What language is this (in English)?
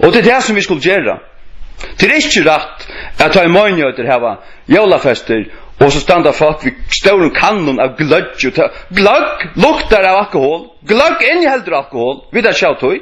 Faroese